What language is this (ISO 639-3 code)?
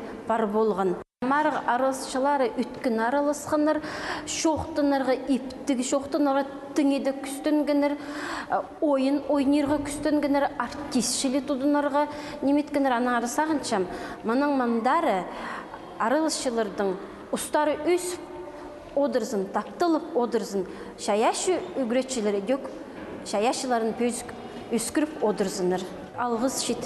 kjh